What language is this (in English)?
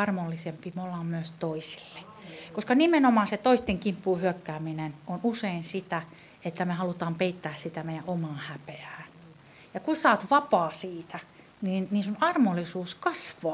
Finnish